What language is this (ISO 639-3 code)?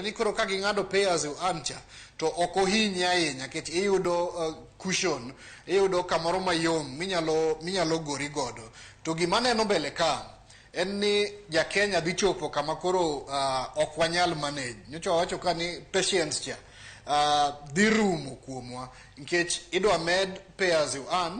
luo